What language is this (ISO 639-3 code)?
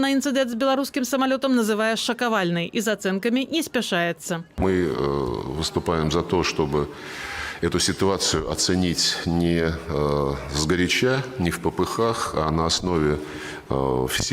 bel